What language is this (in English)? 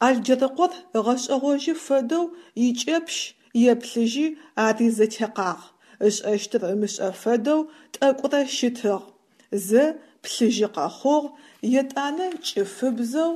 Adyghe